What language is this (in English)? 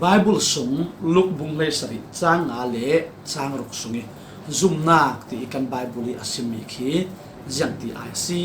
Falam Chin